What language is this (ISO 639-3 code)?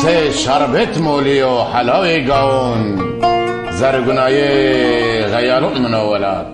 zza